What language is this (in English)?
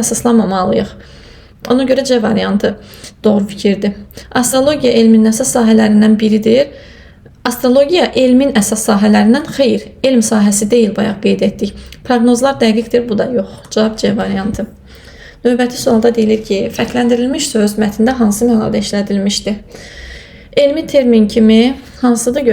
Azerbaijani